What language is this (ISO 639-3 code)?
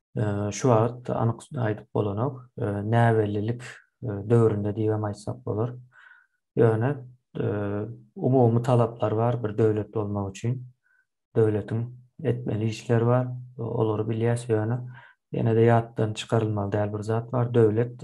tuk